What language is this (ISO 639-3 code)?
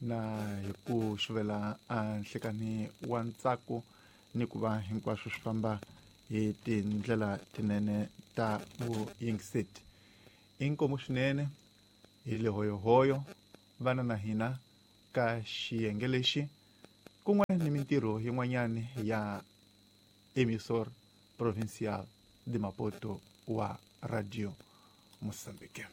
tso